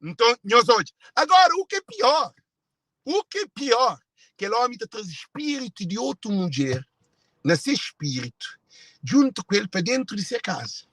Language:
Kabuverdianu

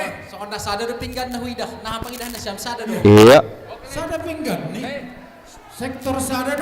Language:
Batak Simalungun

